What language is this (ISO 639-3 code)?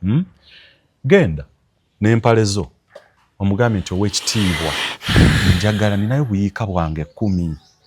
lug